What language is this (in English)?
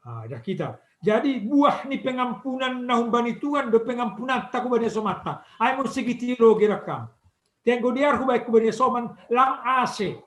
Batak Simalungun